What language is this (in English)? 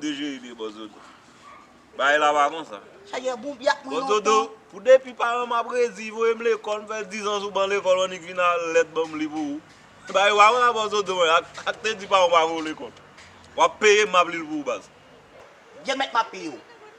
Haitian Creole